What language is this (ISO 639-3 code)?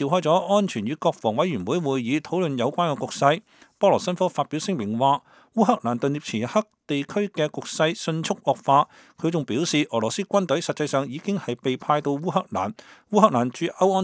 yue